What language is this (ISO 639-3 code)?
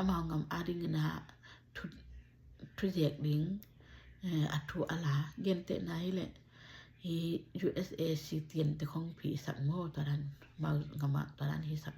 ctd